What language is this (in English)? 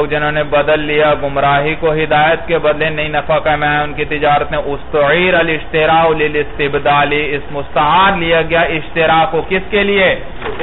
Urdu